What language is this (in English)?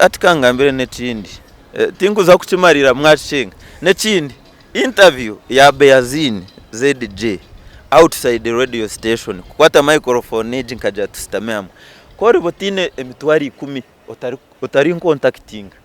Nyankole